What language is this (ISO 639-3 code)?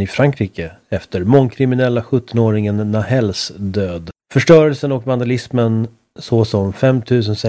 swe